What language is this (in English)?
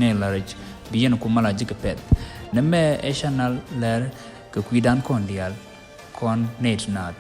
Nuer